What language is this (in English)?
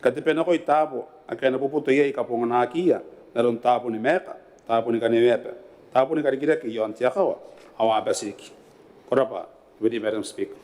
Gilbertese